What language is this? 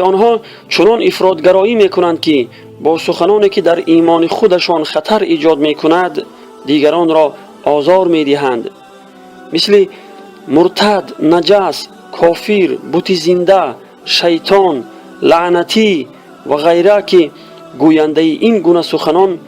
Tajik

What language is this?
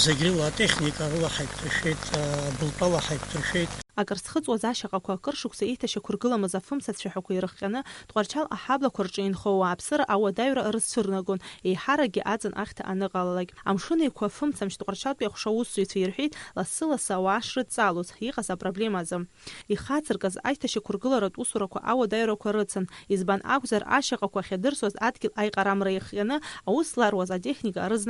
Abkhazian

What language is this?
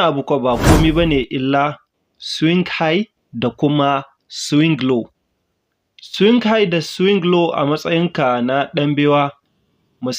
Hausa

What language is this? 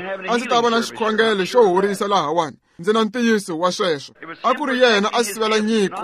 Tsonga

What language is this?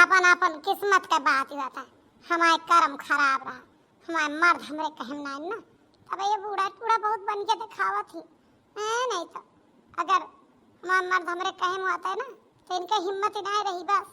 Awadhi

